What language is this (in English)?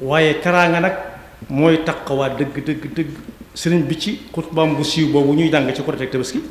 Wolof